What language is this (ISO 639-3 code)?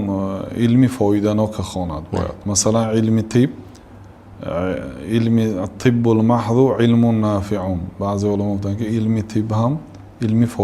tgk